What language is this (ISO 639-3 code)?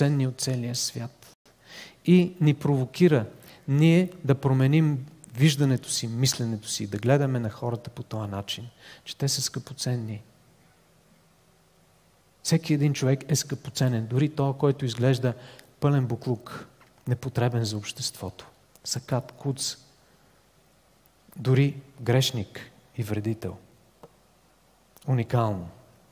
bul